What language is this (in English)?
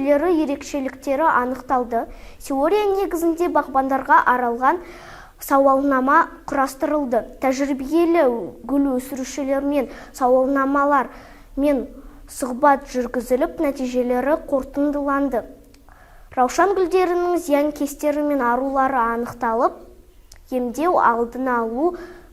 Kazakh